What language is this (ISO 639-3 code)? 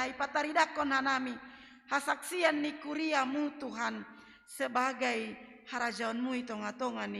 bts